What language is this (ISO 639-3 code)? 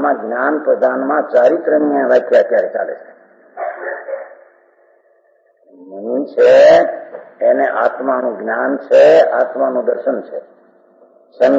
guj